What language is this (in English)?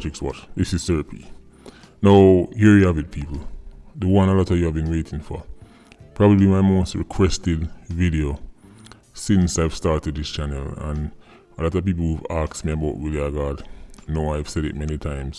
Jamaican Creole English